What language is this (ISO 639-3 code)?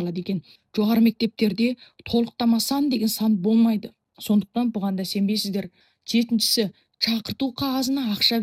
kaz